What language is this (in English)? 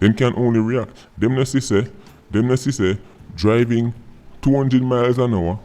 Jamaican Creole English